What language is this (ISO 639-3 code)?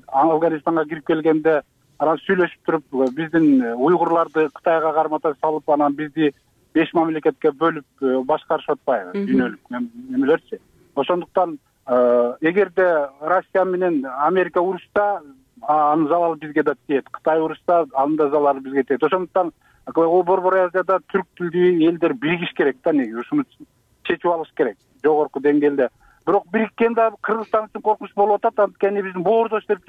kir